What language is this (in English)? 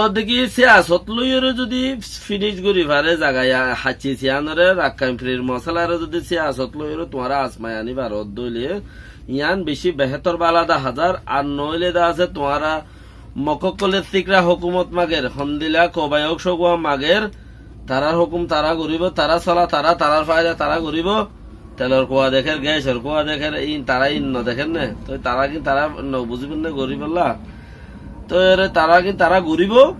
Rohingya